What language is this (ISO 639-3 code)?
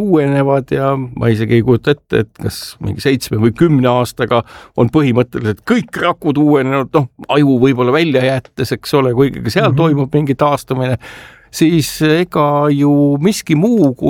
est